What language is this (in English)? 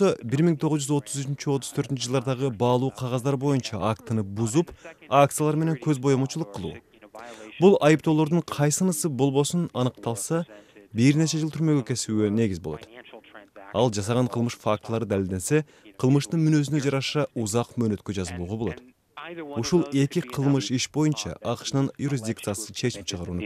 Kyrgyz